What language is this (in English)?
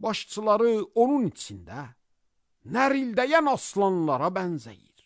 Azerbaijani